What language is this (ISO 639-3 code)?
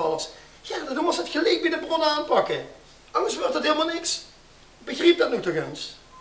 lim